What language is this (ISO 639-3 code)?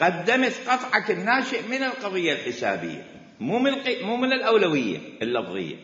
acm